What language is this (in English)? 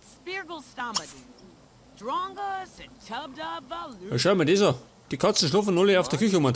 Bavarian